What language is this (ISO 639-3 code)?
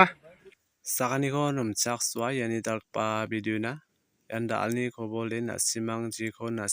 grt